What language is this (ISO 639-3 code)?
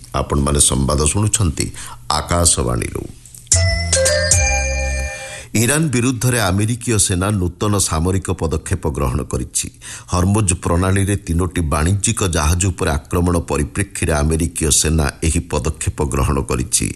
ori